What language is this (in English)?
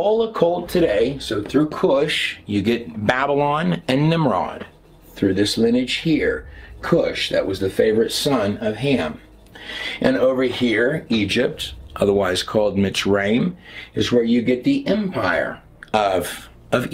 English